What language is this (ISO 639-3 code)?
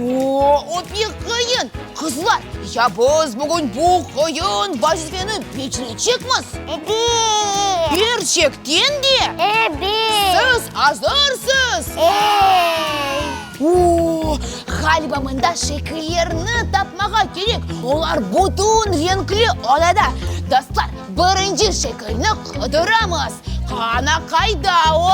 crh